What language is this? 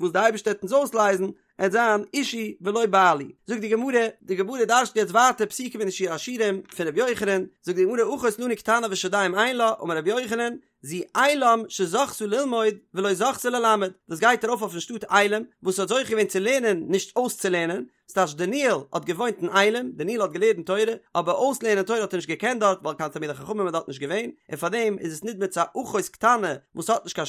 Yiddish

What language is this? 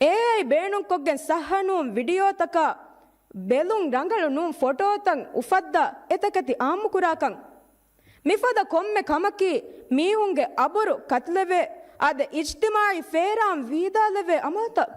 Divehi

